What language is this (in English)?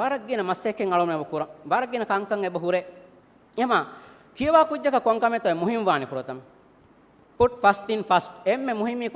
Divehi